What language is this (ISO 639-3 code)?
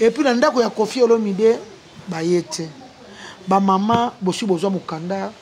lin